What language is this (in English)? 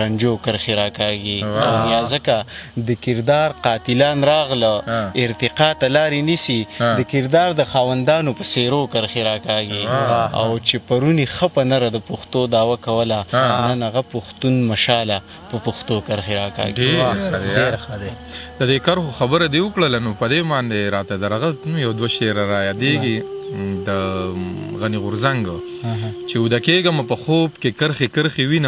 Pashto